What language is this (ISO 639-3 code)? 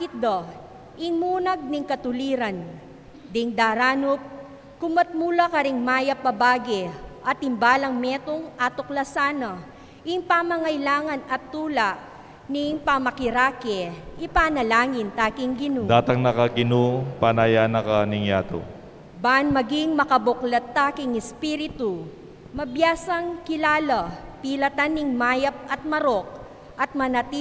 pam